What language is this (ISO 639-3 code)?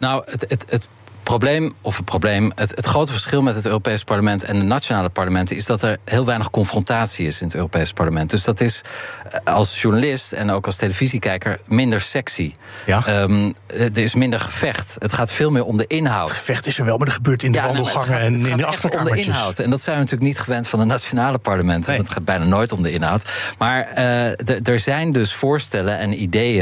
nld